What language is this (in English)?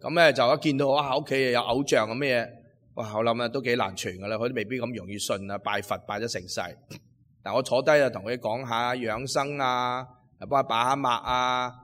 Cantonese